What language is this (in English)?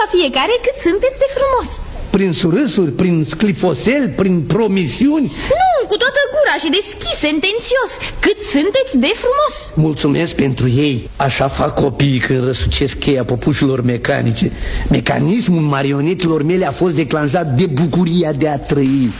Romanian